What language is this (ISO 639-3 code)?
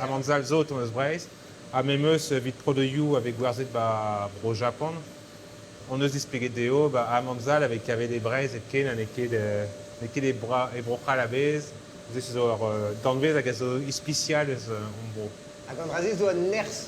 bre